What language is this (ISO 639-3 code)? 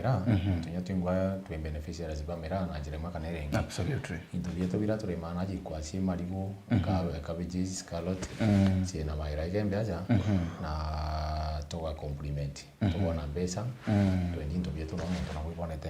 mer